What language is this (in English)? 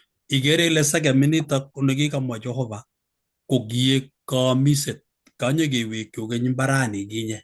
Kalenjin